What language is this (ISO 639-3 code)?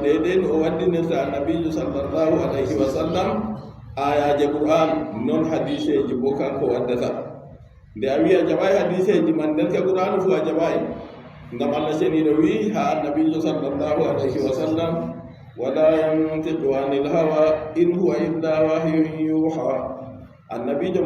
ful